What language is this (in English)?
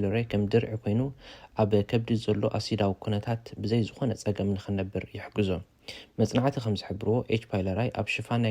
Tigrinya